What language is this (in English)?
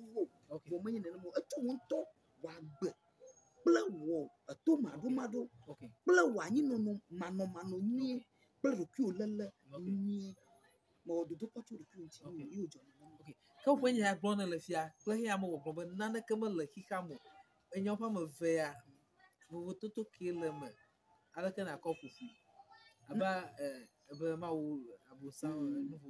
Ewe